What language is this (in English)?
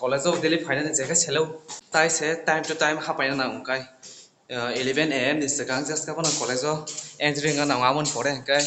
Kok Borok